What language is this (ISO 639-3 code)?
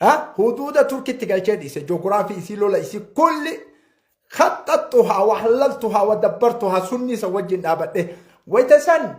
orm